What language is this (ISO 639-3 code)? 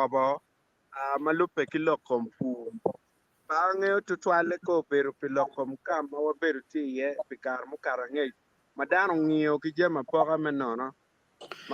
ach